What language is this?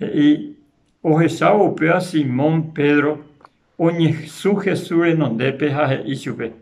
Guarani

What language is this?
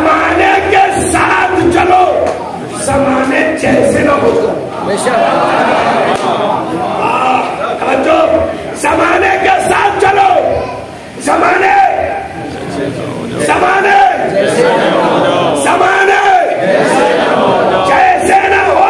Urdu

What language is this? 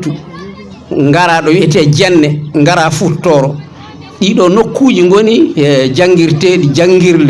Fula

